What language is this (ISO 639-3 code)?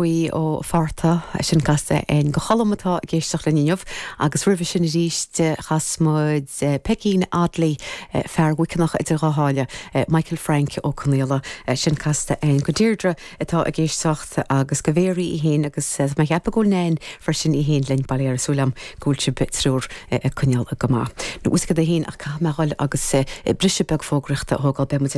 gle